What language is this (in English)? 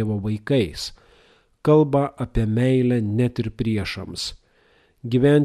Lithuanian